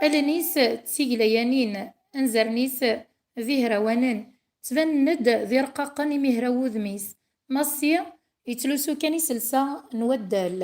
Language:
Kabyle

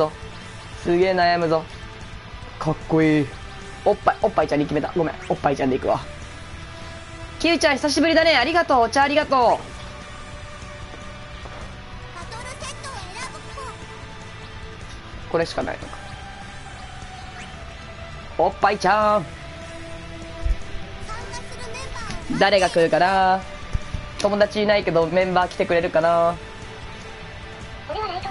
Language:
Japanese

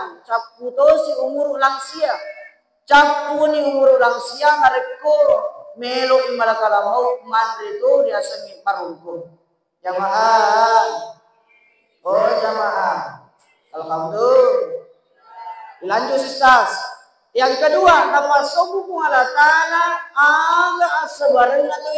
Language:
Buginese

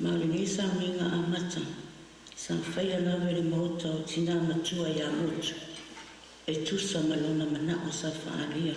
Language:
Samoan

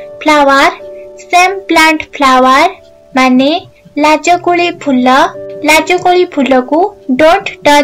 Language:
Odia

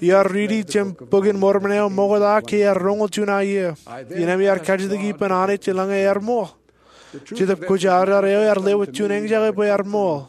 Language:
Marshallese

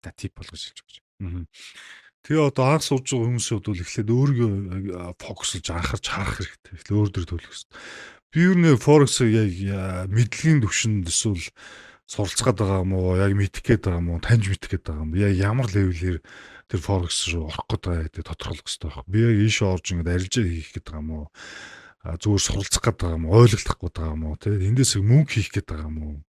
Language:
Mongolian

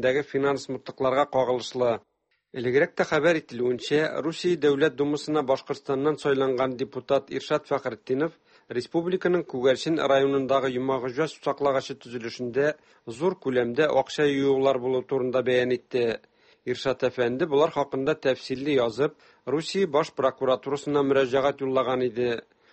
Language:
Tatar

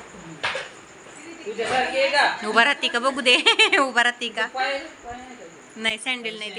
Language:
Marathi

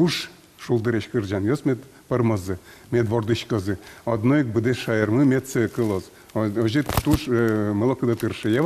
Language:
Udmurt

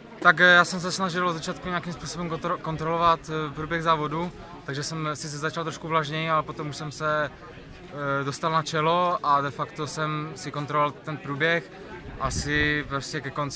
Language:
Czech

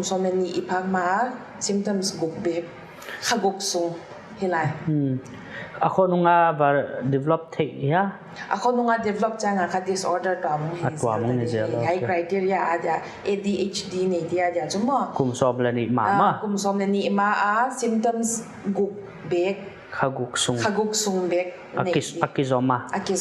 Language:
Paite Chin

